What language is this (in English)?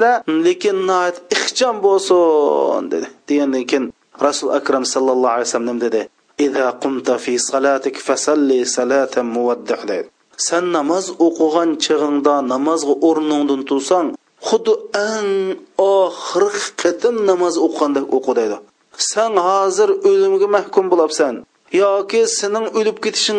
Uyghur